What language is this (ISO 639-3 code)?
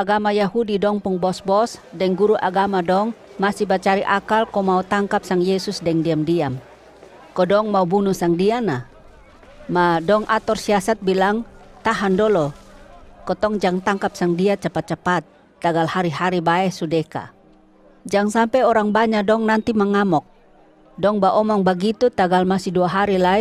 mkn